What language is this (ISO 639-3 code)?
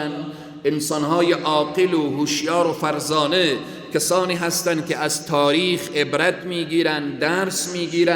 fas